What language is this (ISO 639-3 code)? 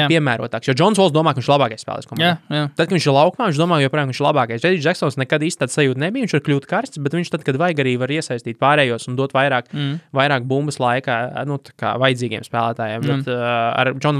lav